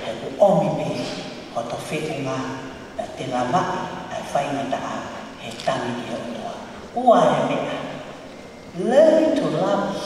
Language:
Tongan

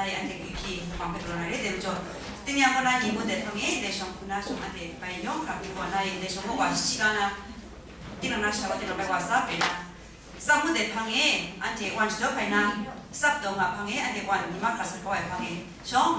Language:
Kachin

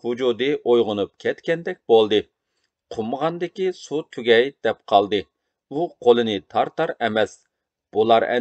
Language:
Uyghur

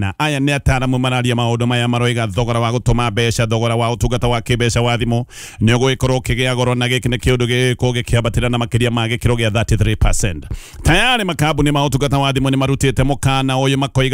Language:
Kikuyu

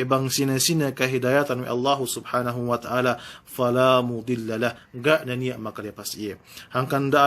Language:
Yakan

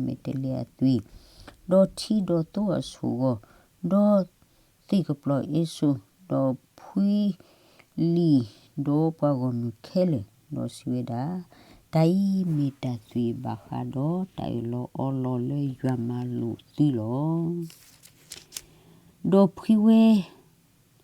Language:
S'gaw Karen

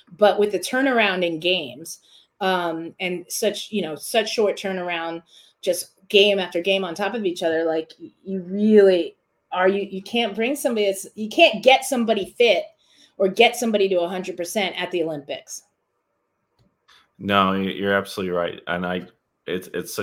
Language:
English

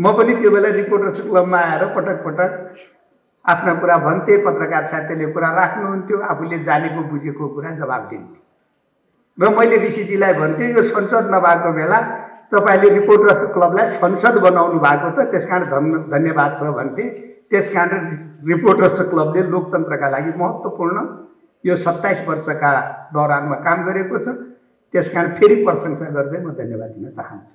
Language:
Nepali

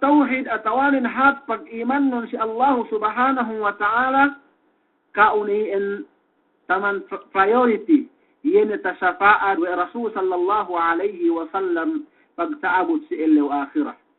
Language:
Yakan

